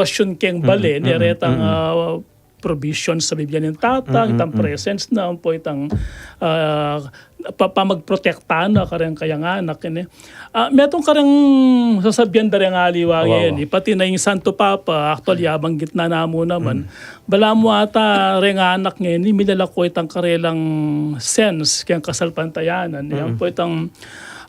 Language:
Pampanga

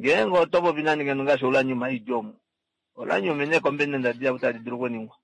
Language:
Kuanyama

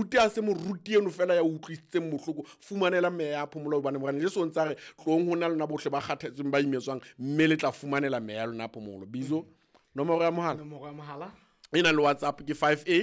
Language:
Southern Sotho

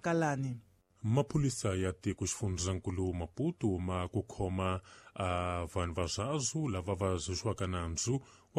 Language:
Tsonga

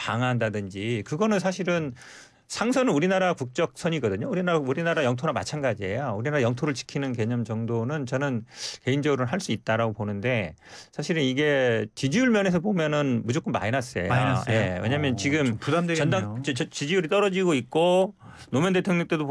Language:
Korean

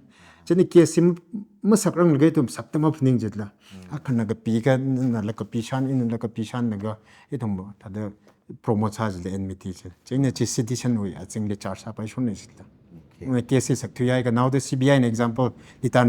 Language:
Tangkhul Naga (India)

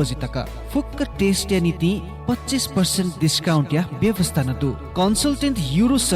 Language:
Newari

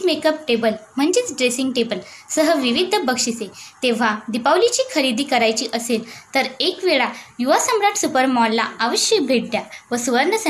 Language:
Marathi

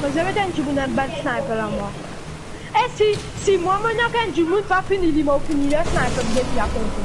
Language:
Morisyen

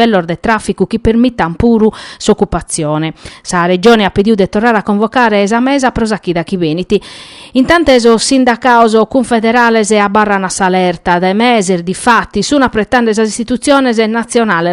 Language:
Sardinian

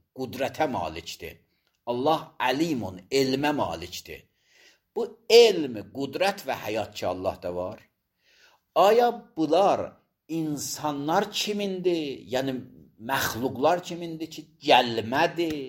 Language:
Azerbaijani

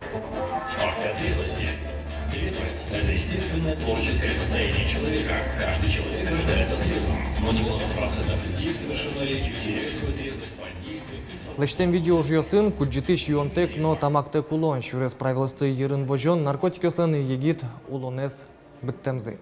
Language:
Udmurt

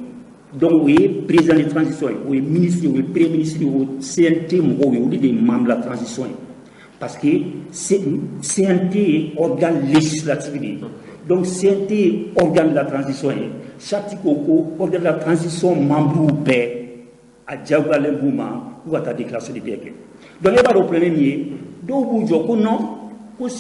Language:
Bambara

